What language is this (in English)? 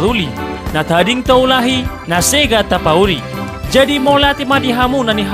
Batak Toba